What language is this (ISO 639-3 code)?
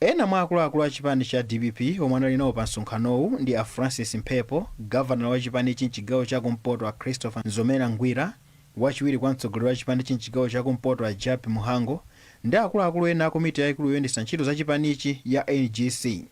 nya